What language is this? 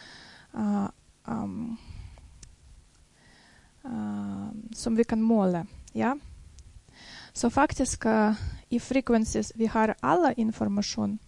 Norwegian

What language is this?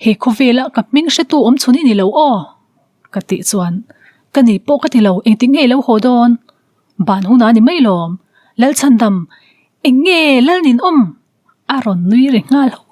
Mizo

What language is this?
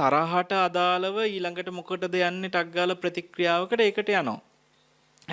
Sinhala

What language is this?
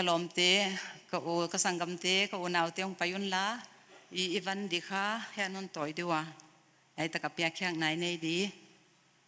Paite Chin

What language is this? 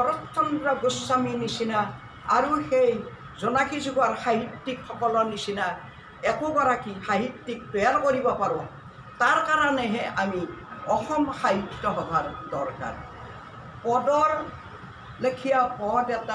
Assamese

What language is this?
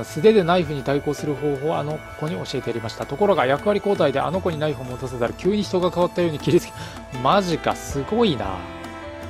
Japanese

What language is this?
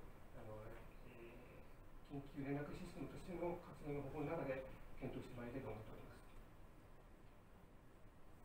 Japanese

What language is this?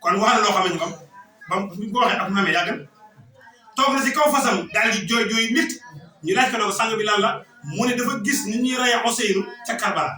Wolof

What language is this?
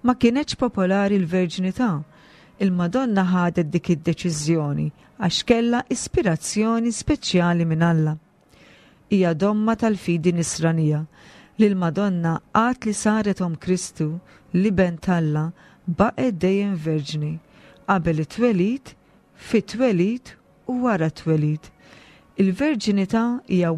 Maltese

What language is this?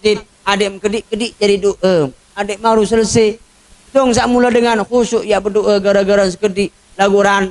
Sasak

